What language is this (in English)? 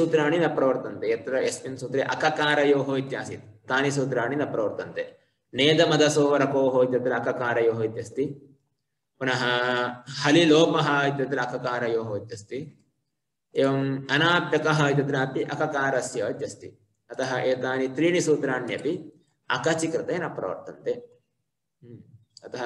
Sanskrit